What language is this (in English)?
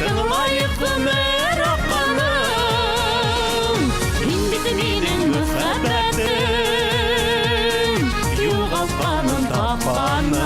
Bashkir